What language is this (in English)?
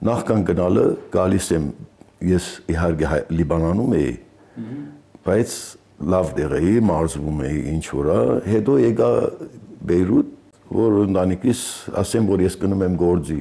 Armenian